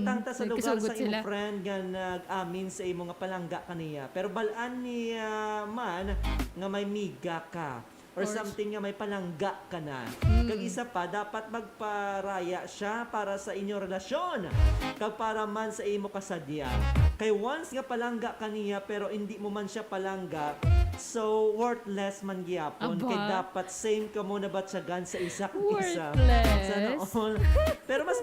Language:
Hiligaynon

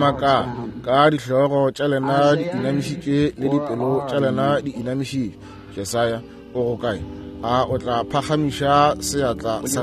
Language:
Northern Sotho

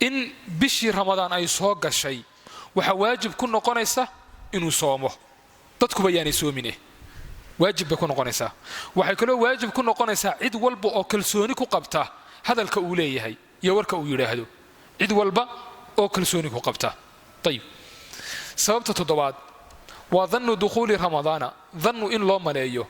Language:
Somali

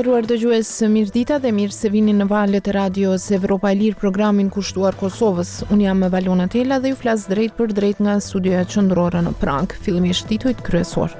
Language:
Albanian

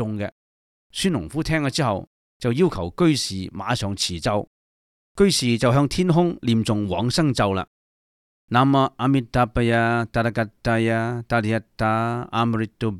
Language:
Cantonese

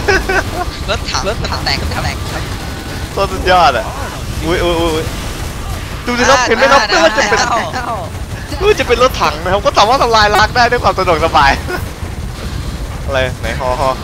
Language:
Thai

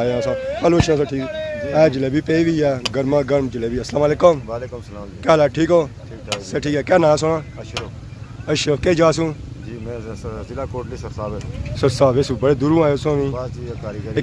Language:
Pahari-Potwari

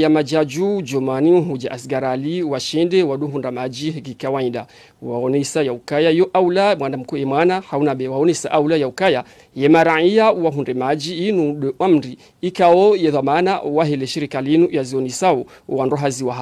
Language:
Ngazidja Comorian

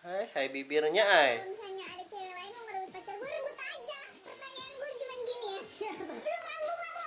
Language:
Banjar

